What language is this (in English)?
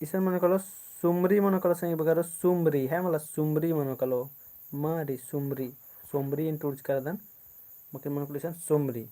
Kurukh